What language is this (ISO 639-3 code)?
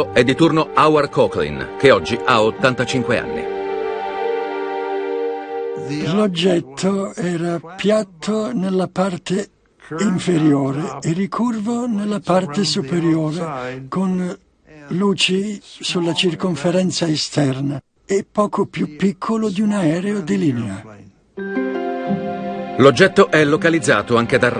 ita